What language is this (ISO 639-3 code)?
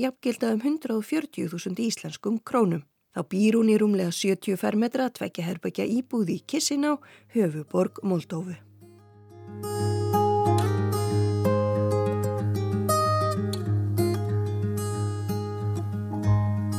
isl